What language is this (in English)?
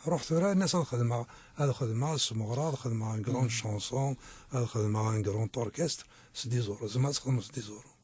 Kabyle